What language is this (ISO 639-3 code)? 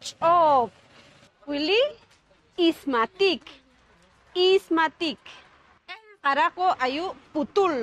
poh